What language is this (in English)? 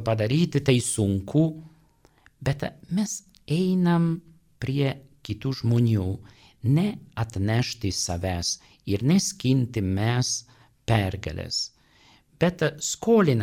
Lithuanian